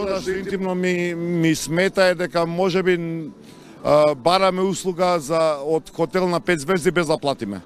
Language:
Macedonian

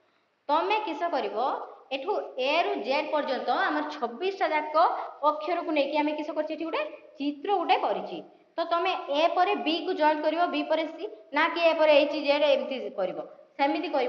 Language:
Odia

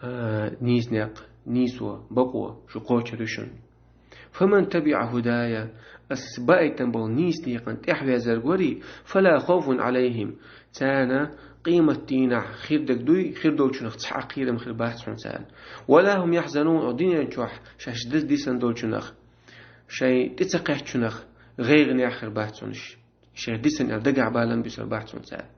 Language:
Chechen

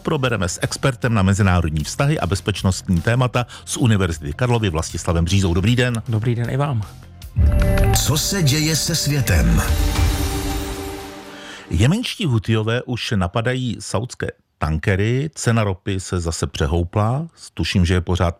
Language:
Czech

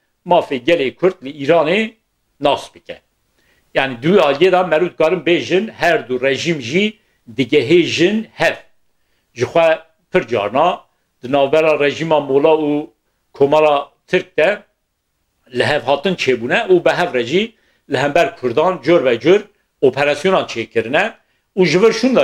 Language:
Kurdish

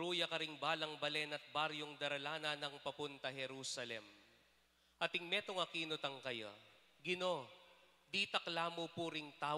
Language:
Pampanga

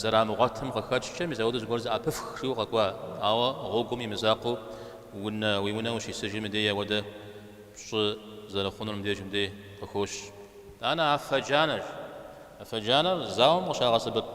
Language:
Kabardian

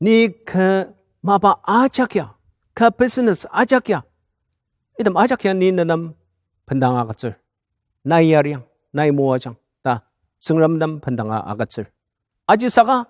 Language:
Ao Naga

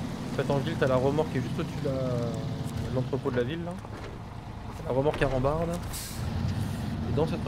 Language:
French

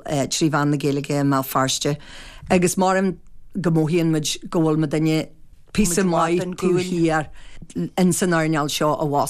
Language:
Irish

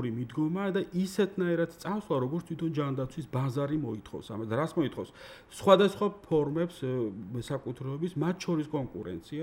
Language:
Georgian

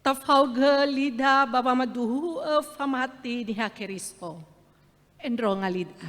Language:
Nias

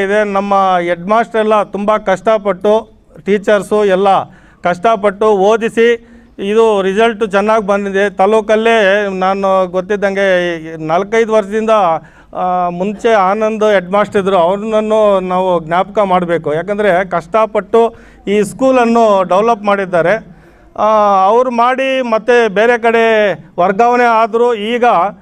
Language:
Kannada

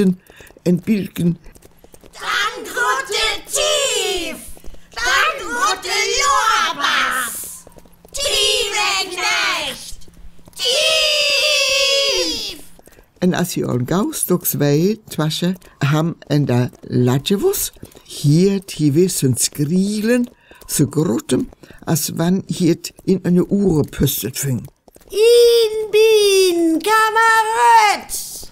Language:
Northern Frisian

